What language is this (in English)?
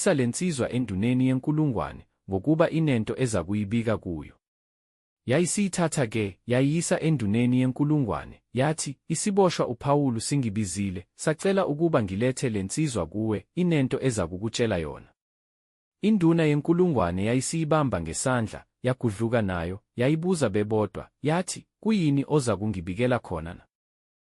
Zulu